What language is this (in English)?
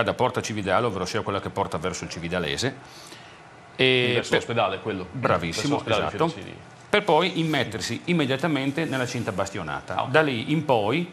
Italian